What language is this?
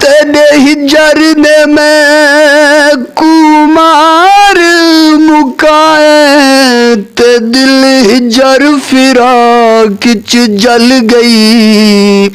Saraiki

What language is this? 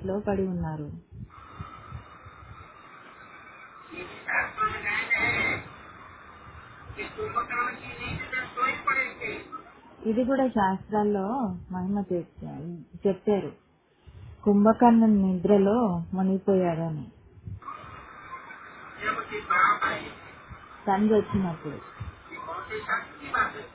Telugu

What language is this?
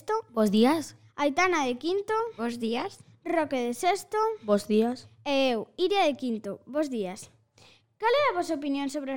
Galician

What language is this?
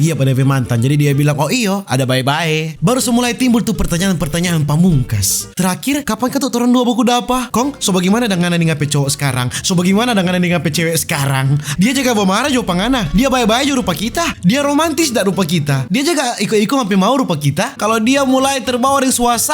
Manado Malay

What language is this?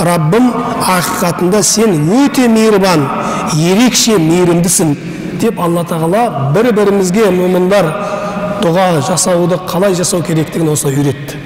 Kazakh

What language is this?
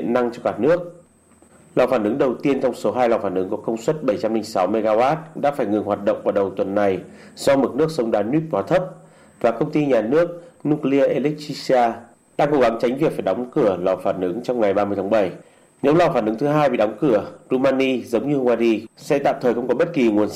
Vietnamese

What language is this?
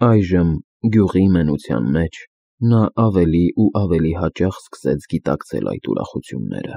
Armenian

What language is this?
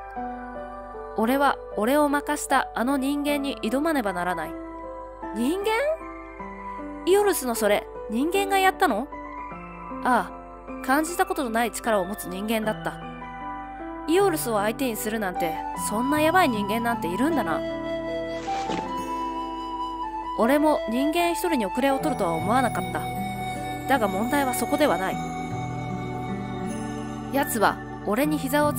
Japanese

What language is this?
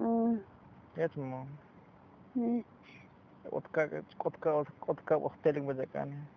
Tzotzil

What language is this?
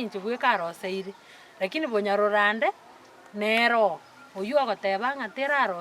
Gusii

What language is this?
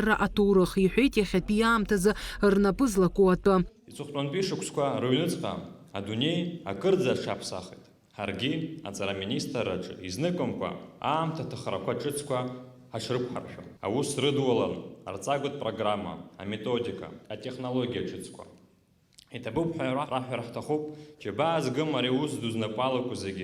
Abkhazian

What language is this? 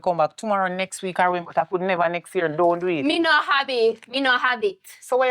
Jamaican Creole English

